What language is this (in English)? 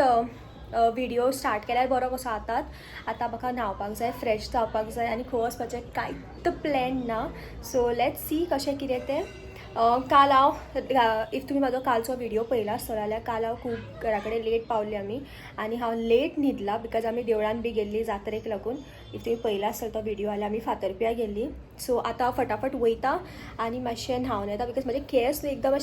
Konkani